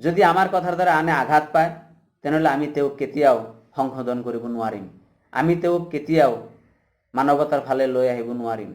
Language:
Assamese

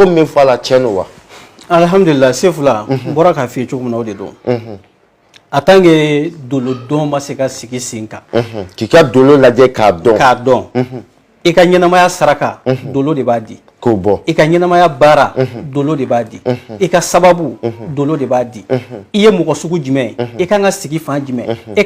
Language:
Bambara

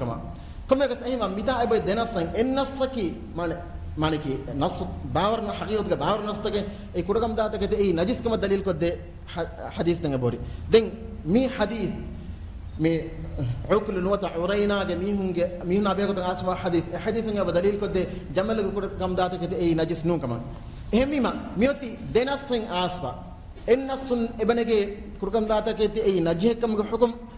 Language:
Divehi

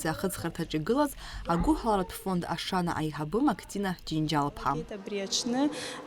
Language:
Abkhazian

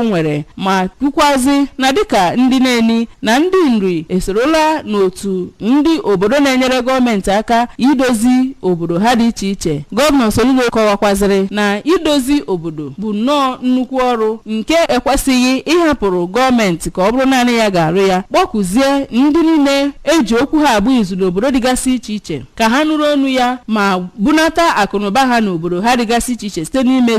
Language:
Igbo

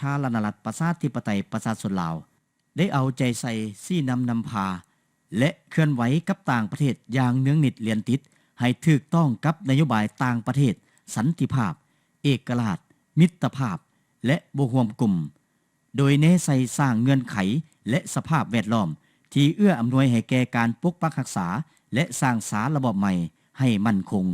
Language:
Lao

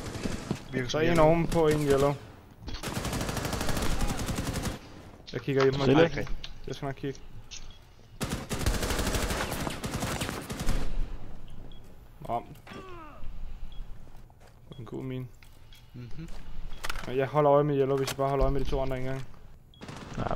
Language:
Danish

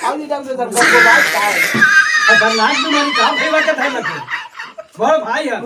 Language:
Magahi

